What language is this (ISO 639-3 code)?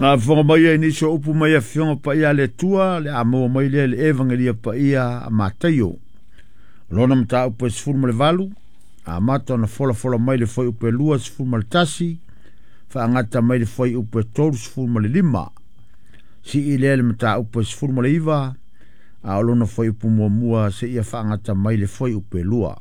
smo